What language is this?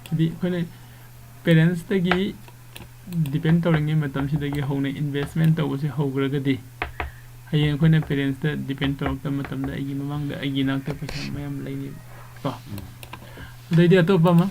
Manipuri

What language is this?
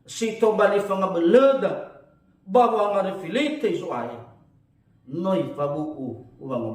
Nias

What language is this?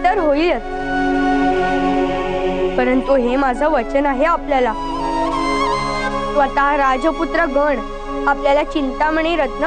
Marathi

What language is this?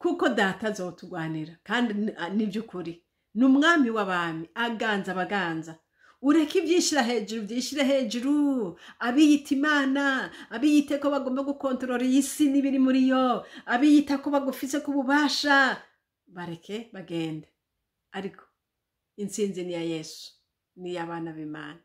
Rundi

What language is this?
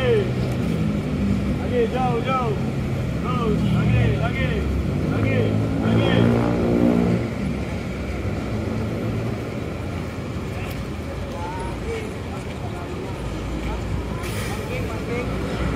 Indonesian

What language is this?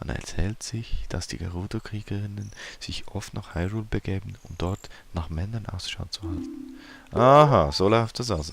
Swiss German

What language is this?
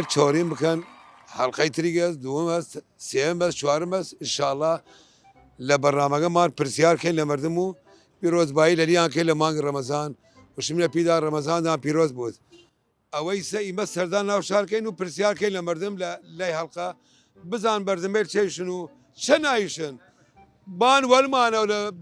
Southern Kurdish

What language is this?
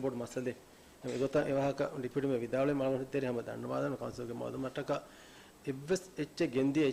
Divehi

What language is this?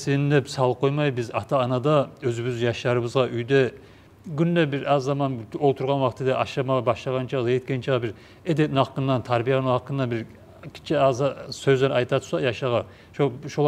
Kumyk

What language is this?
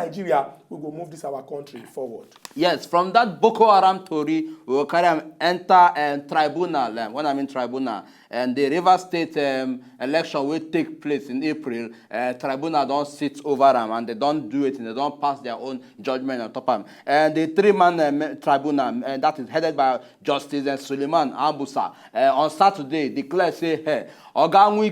Nigerian Pidgin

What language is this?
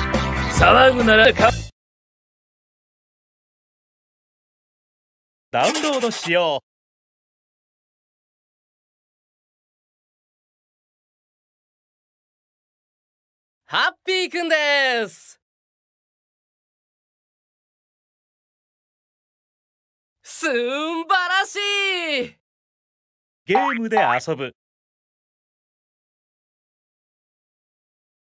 Japanese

